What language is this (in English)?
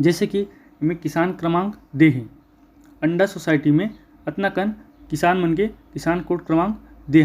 Chhattisgarhi